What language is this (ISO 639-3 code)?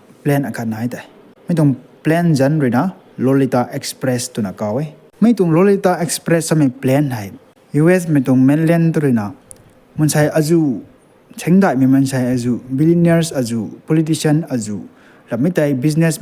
nbu